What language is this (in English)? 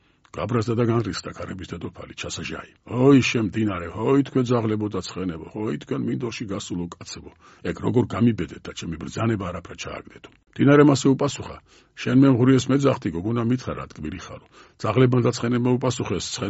Georgian